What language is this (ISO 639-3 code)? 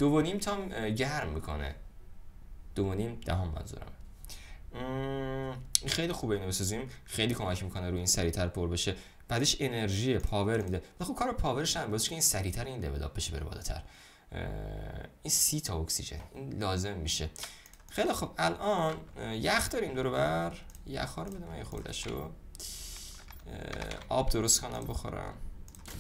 fas